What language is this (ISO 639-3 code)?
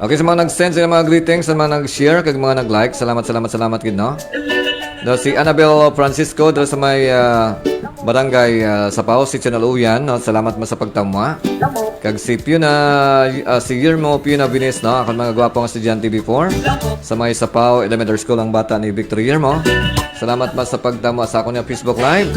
hil